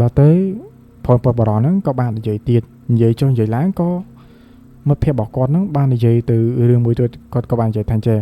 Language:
Khmer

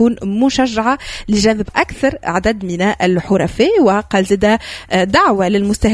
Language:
Tunisian Arabic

